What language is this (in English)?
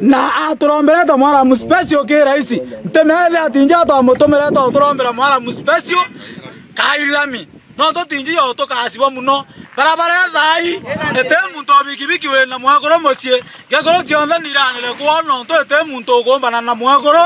Meru